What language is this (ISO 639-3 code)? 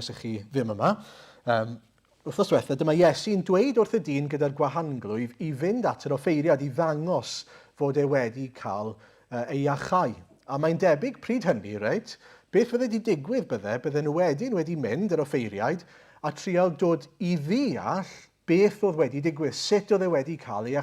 cym